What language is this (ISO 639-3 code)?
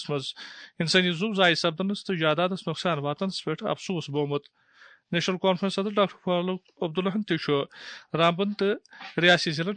kas